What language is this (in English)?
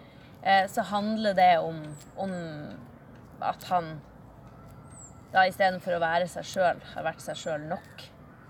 Norwegian